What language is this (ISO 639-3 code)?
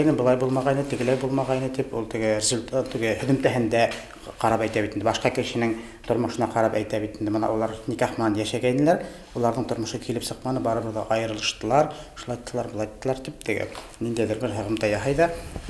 bak